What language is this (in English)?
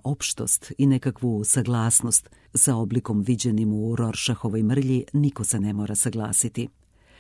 Serbian